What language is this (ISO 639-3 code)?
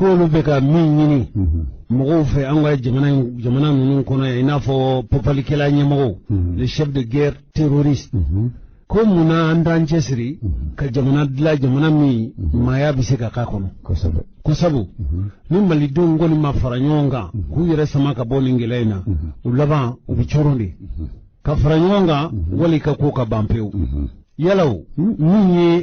bam